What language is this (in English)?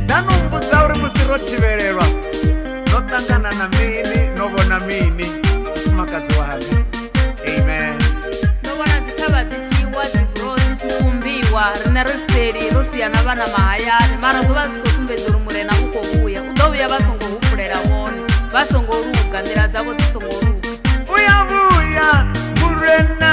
Venda